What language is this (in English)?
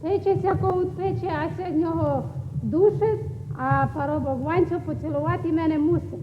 Rusyn